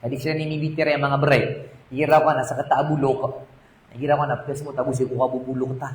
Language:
Maranao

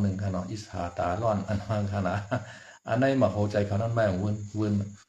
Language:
Shan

